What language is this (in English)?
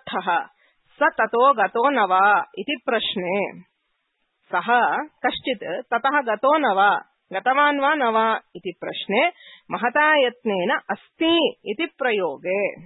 Sanskrit